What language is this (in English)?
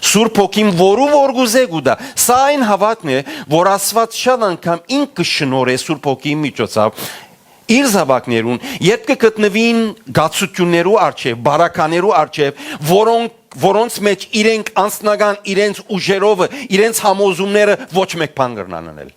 Western Armenian